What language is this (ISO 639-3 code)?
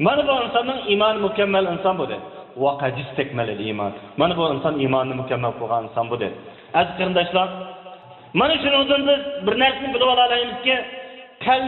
uig